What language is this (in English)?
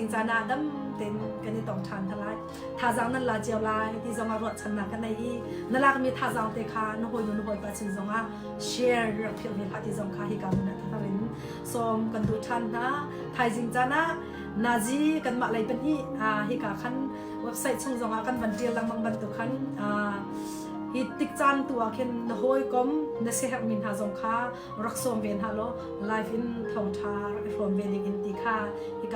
Hakha Chin